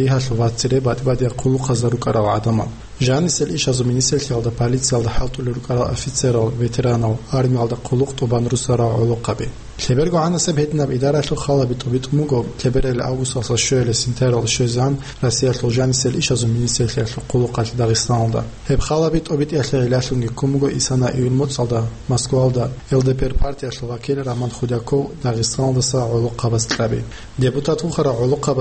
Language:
Avaric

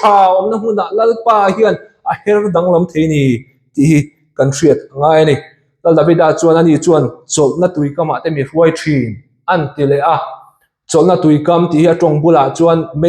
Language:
Mizo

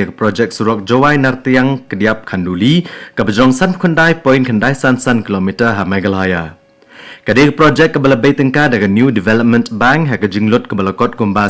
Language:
Khasi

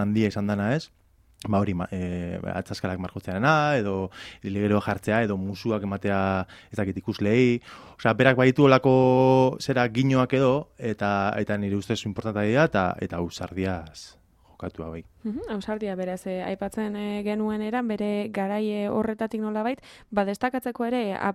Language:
Basque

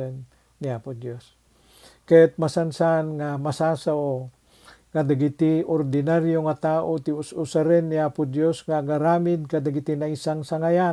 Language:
Iloko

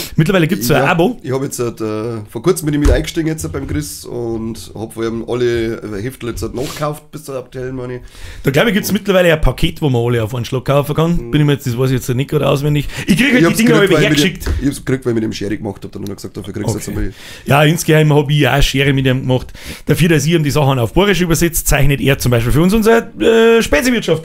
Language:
Bavarian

